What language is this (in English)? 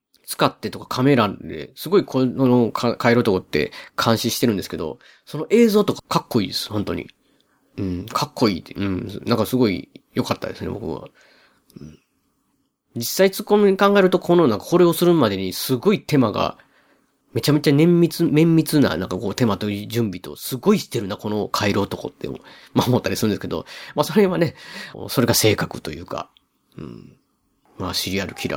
Japanese